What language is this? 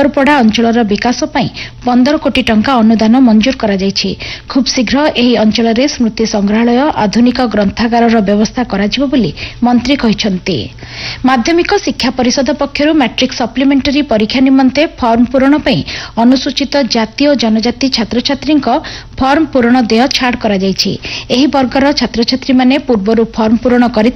Odia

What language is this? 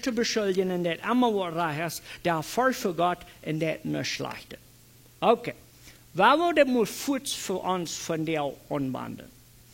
Plautdietsch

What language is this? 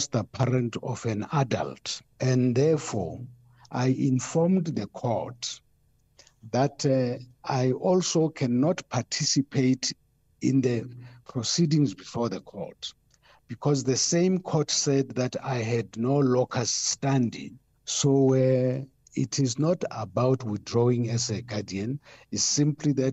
English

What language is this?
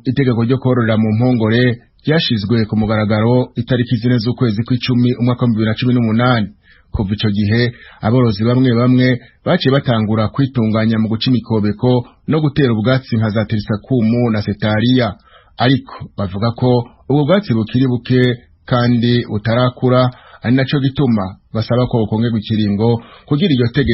Rundi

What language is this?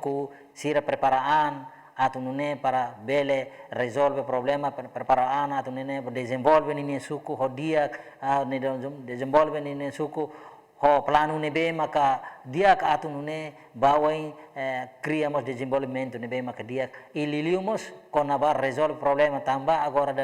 Tetum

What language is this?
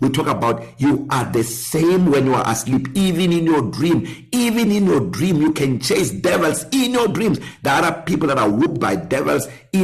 English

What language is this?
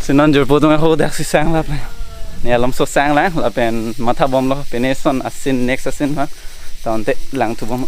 Karbi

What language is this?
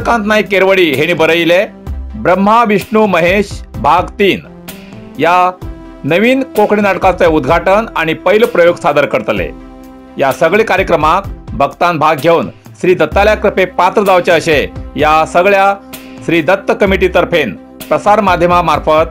Konkani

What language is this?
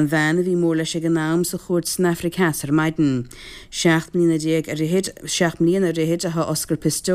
Irish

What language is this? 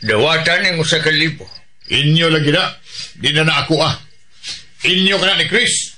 Cebuano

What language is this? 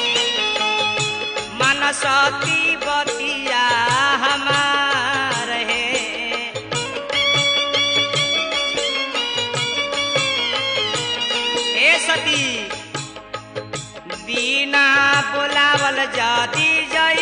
Bhojpuri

